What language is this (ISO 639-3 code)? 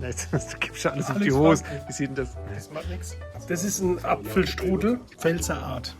pfl